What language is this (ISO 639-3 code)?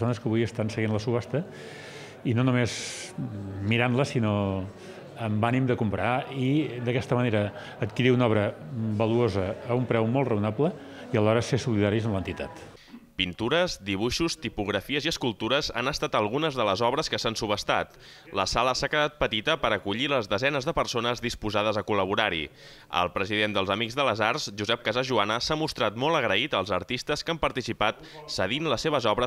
cat